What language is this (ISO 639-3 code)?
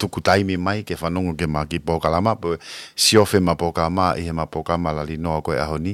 ton